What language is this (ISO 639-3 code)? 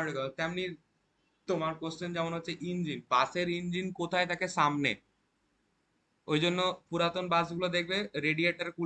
ben